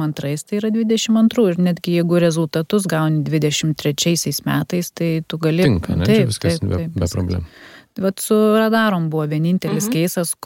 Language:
Lithuanian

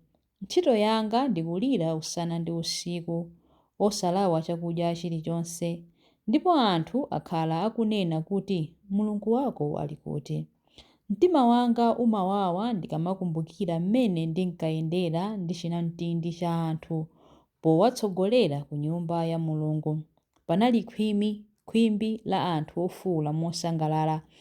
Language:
Nyanja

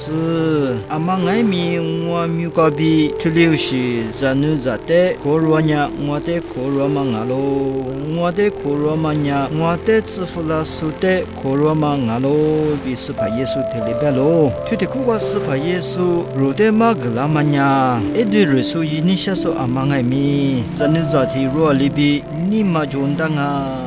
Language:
Lisu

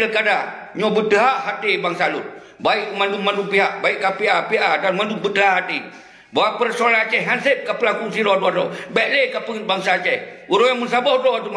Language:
Achinese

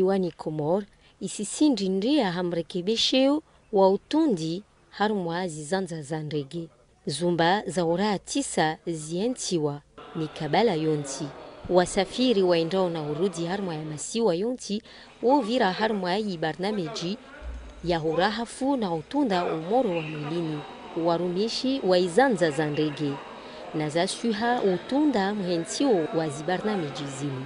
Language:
Ngazidja Comorian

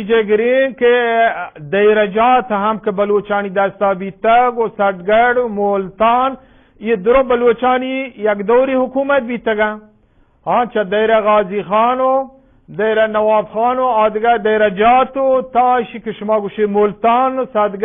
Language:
Eastern Balochi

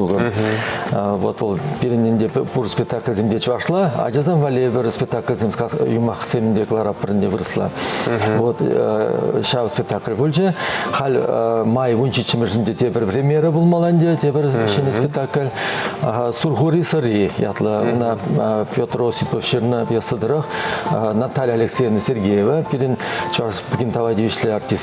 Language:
Chuvash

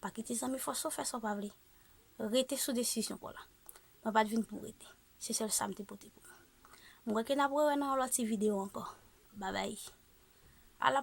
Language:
Haitian Creole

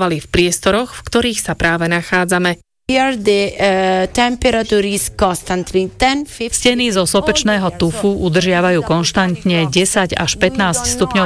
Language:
Slovak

